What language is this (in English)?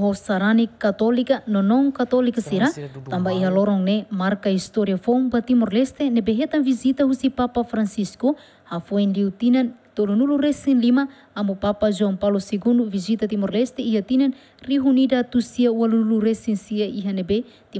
Tetum